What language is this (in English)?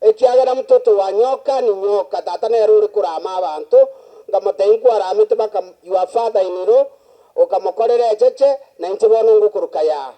Gusii